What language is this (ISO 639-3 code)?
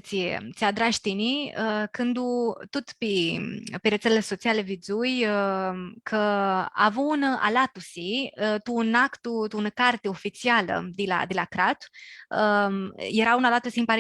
rup